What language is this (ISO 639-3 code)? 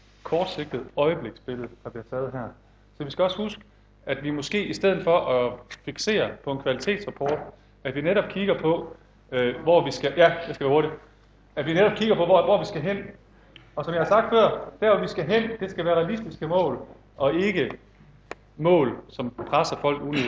dan